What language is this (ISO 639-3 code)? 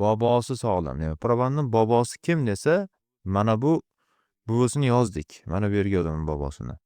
uzb